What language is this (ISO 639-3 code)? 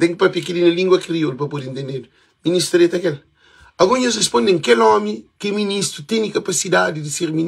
kea